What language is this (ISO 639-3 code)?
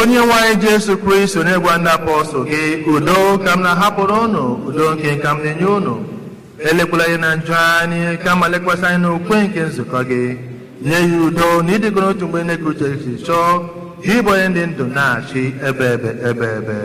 ibo